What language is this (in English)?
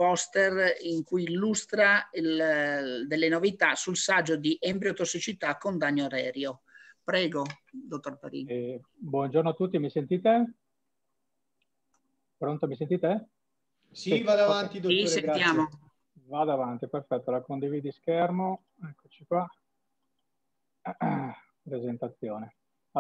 Italian